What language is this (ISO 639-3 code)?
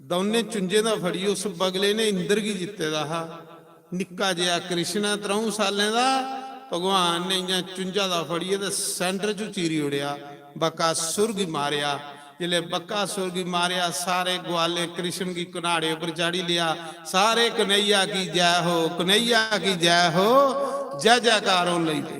doi